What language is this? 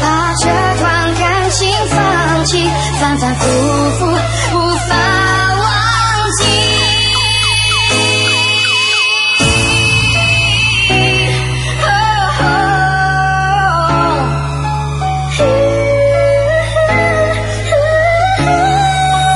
Chinese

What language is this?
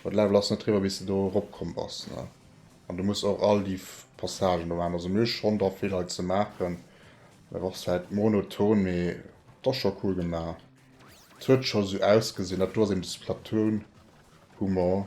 Luxembourgish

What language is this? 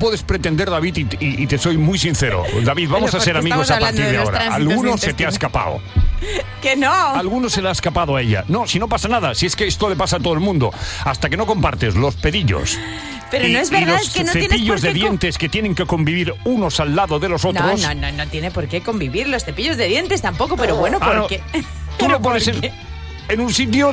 Spanish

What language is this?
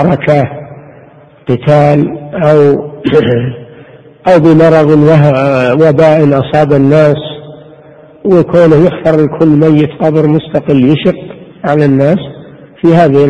Arabic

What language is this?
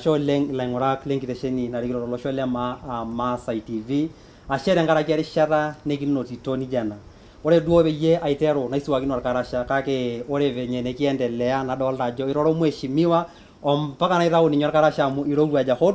Masai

